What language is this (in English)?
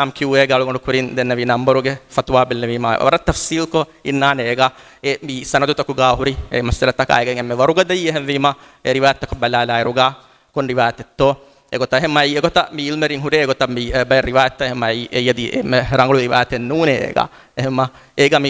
Divehi